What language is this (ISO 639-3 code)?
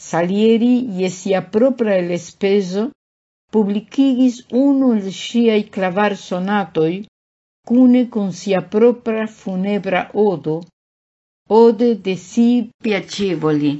epo